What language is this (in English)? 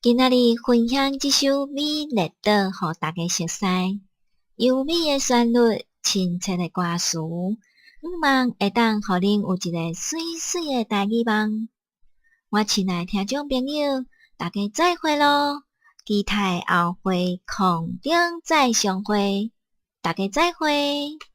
Min Nan Chinese